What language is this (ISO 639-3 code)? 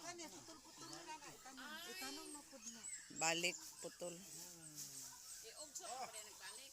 ceb